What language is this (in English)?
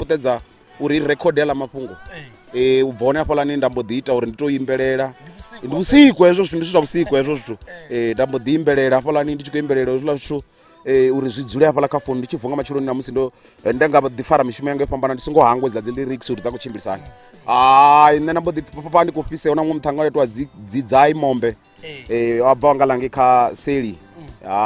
Venda